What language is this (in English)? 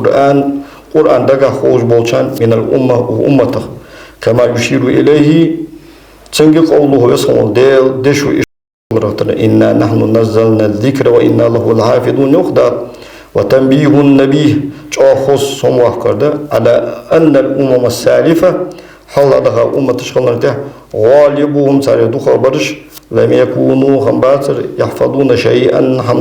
Ingush